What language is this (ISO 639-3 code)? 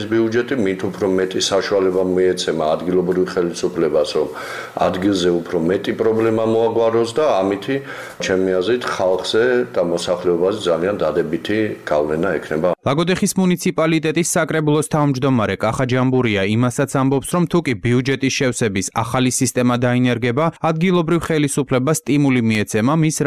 kat